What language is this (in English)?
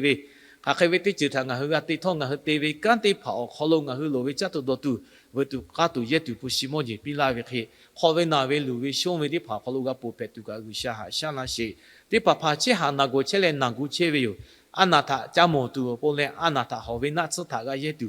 Lahu